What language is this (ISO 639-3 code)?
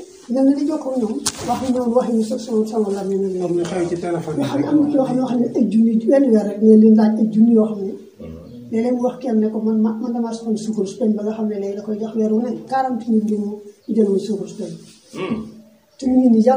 wol